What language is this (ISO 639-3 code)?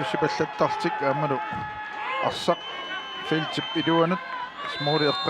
kal